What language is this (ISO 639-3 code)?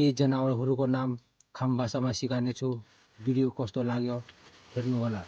nep